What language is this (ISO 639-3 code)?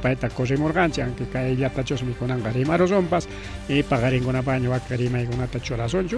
quy